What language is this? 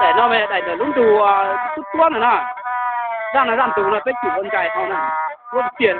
Hmong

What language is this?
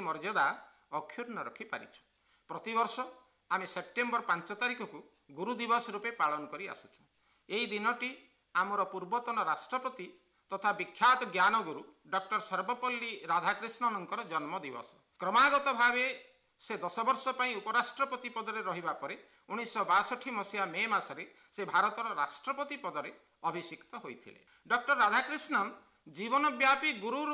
Odia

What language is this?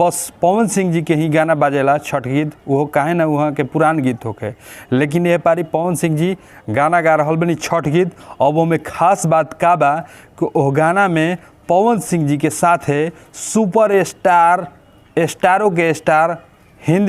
Bhojpuri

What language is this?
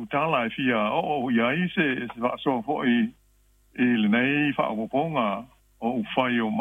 Samoan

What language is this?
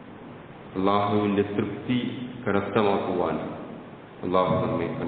Malayalam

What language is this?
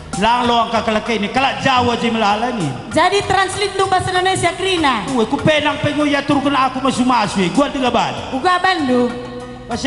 Batak Karo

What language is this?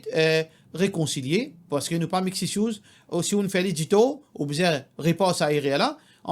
Morisyen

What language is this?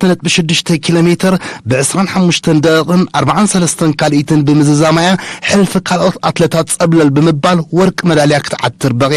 Tigrinya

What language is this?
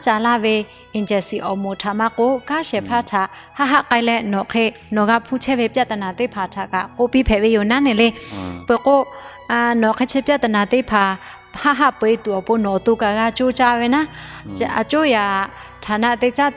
Lahu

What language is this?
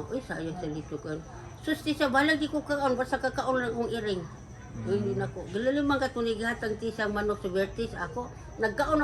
Cebuano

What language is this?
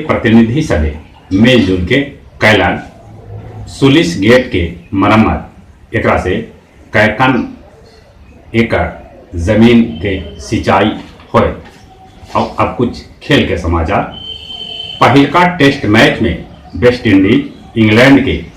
Magahi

